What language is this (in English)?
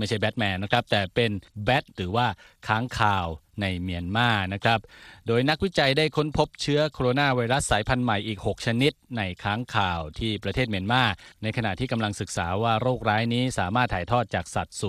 Thai